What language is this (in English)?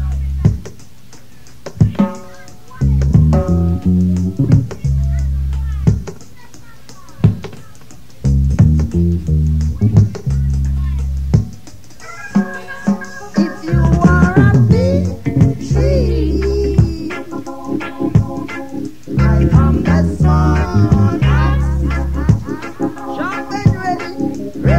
English